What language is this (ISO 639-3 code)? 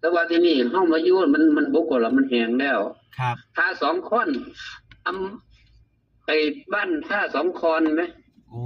tts